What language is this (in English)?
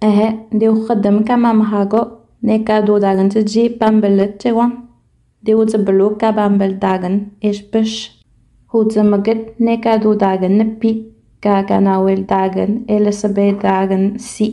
Innu-aimun